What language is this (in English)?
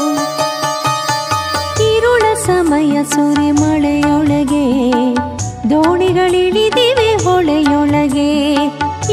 Kannada